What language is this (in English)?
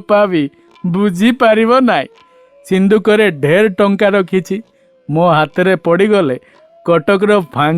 Odia